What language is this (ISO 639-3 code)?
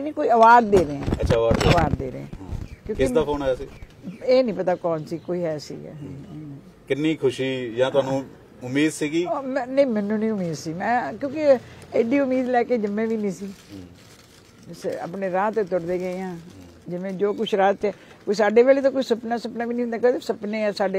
pan